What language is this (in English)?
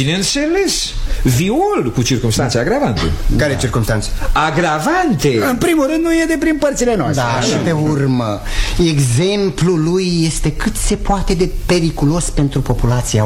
Romanian